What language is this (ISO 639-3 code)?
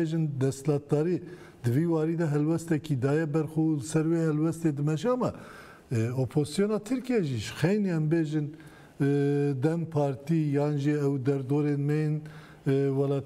kur